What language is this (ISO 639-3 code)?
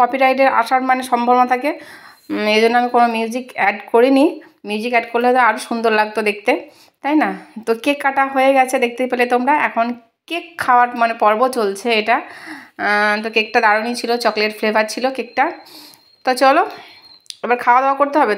ben